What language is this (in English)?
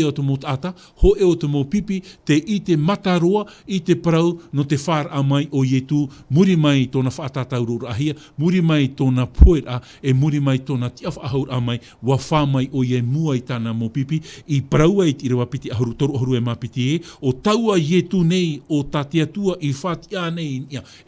Tahitian